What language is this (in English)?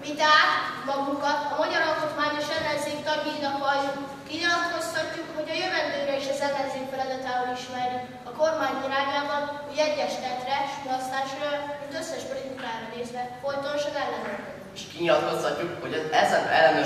Hungarian